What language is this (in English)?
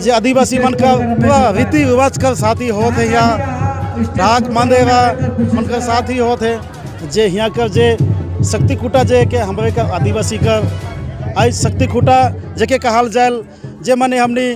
Sadri